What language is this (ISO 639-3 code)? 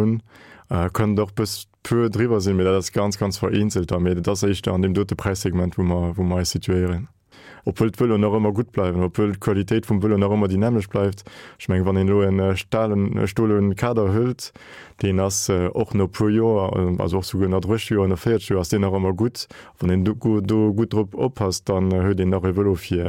ltz